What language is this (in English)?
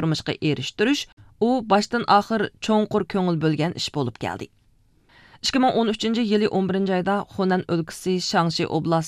Uyghur